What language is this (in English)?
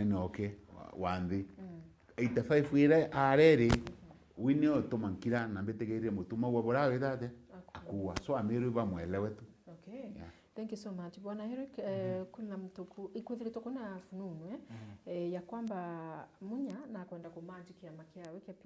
Meru